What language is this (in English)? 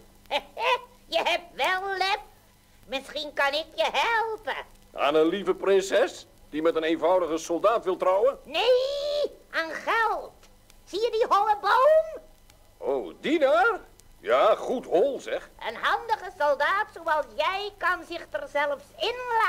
Dutch